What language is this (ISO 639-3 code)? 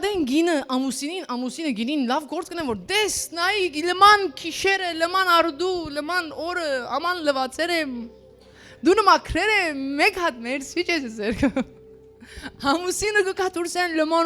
hyw